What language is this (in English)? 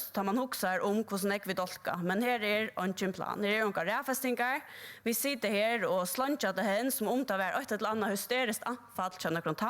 Faroese